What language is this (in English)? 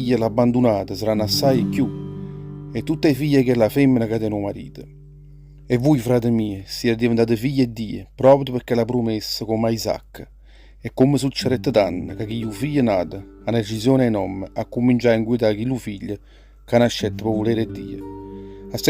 Neapolitan